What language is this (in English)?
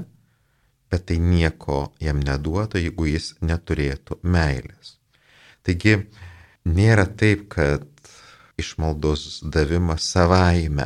Lithuanian